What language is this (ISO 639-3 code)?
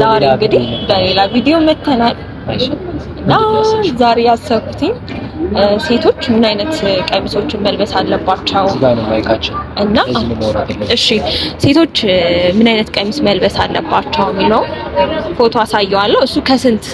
amh